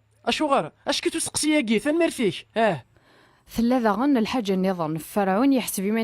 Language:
Kabyle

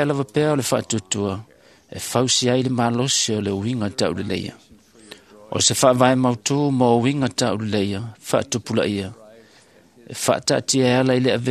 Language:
Samoan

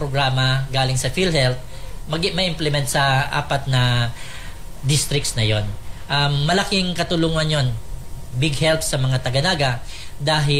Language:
Bikol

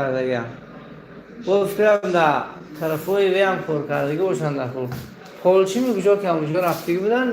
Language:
Tajik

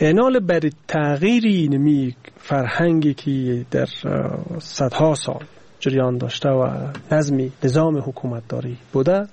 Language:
Persian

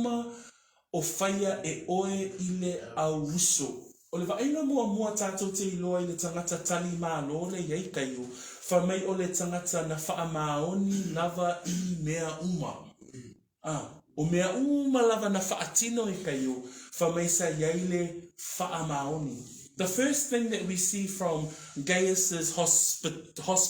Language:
Samoan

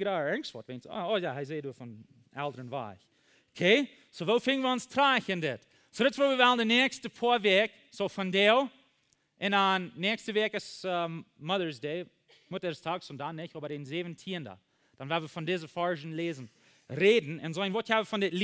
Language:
Plautdietsch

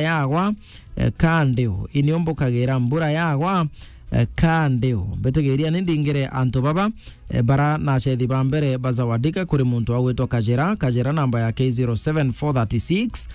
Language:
Meru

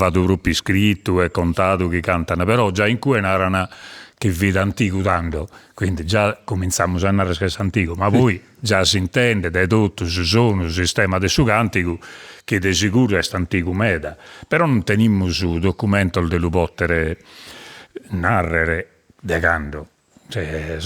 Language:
Sardinian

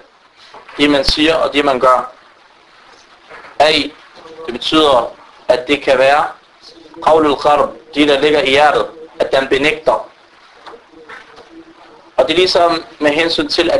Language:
Danish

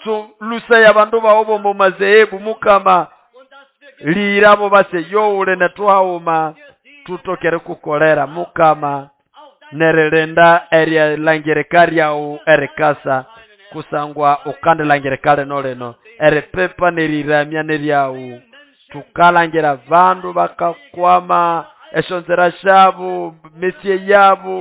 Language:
Nande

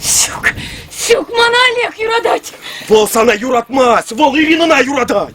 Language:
Chuvash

